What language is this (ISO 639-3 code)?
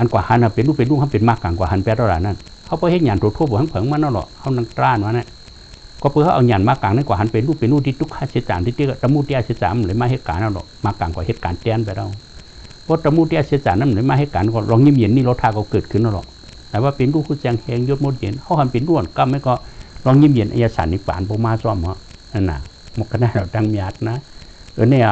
shn